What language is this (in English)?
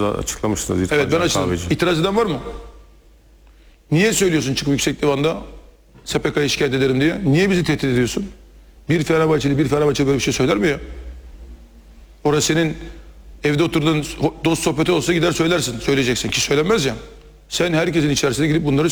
Turkish